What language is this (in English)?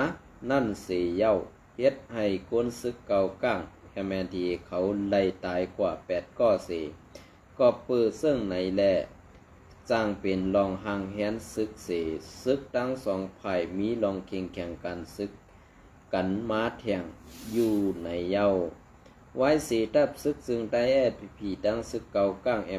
Shan